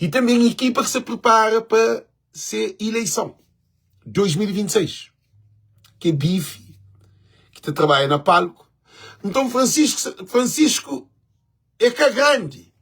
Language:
Kabuverdianu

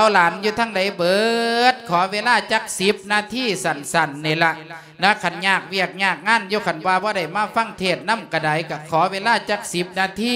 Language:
Lao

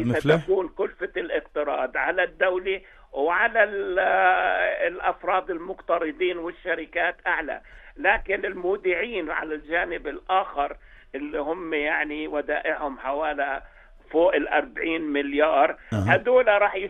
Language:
North Levantine Arabic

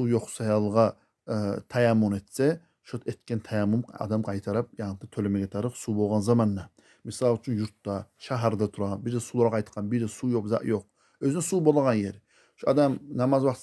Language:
Kumyk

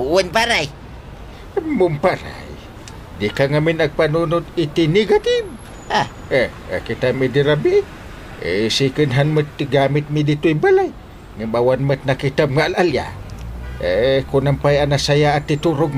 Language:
Iloko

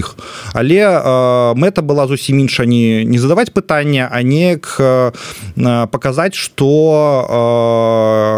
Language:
Belarusian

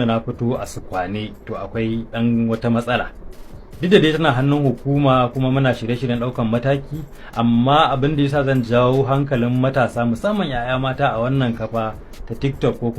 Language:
Hausa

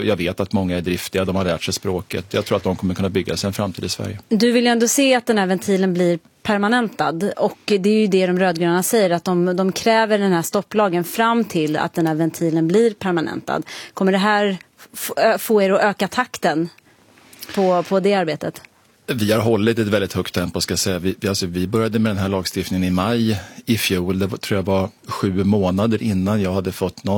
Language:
Swedish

